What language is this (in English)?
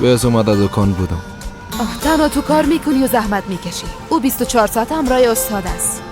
Persian